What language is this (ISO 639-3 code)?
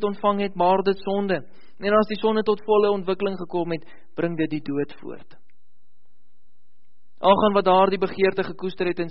afr